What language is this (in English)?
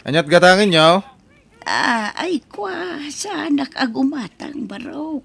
Iloko